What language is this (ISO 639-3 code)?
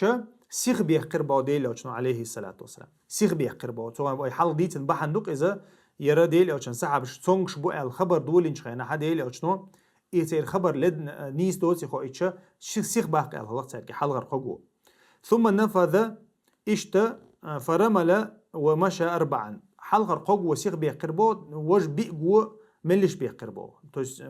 che